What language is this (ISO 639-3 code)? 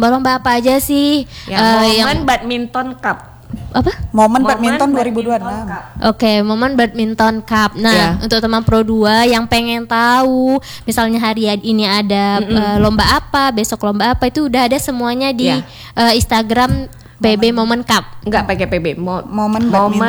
ind